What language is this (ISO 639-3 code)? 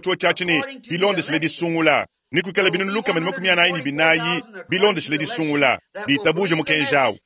lua